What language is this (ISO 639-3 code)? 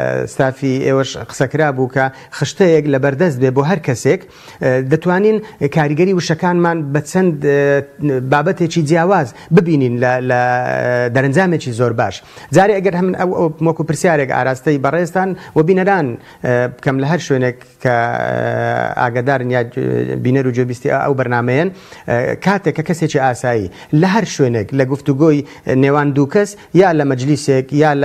ckb